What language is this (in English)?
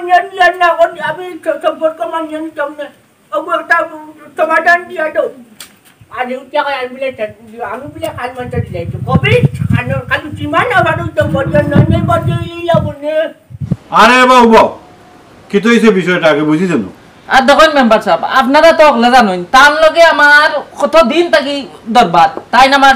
Sylheti